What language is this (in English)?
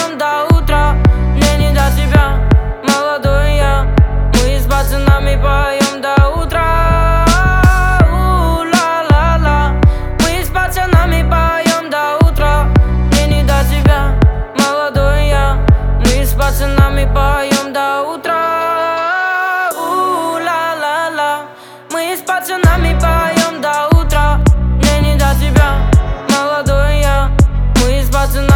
Russian